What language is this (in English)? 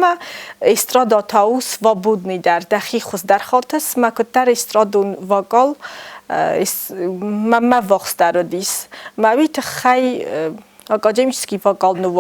Ossetic